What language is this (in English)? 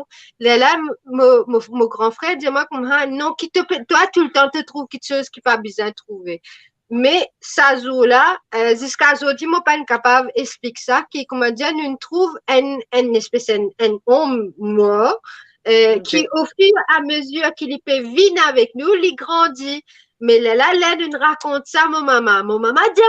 Morisyen